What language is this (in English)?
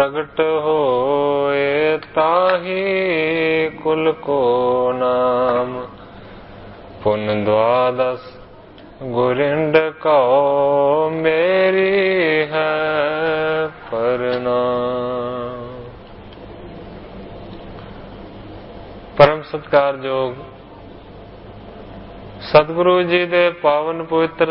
Punjabi